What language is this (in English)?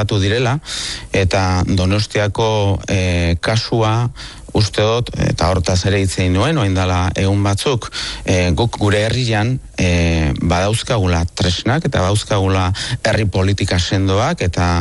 Basque